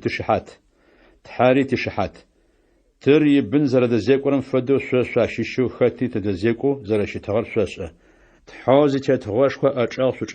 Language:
Adyghe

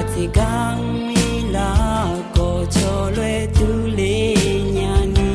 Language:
Akha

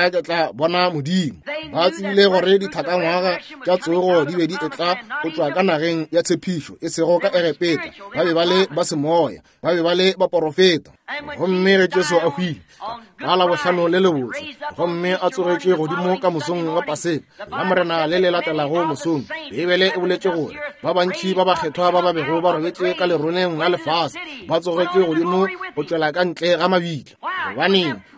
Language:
Northern Sotho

